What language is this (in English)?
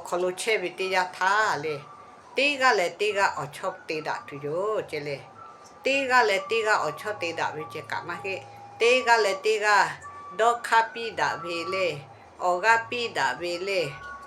Lahu